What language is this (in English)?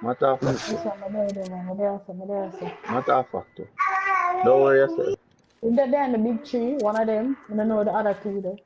Jamaican Creole English